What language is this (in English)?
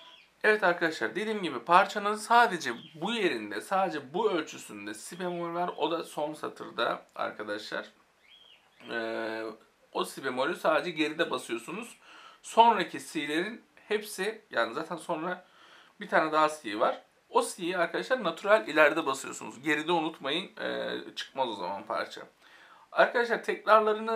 Turkish